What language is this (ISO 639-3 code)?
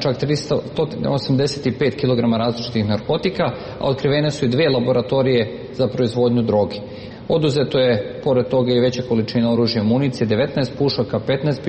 srp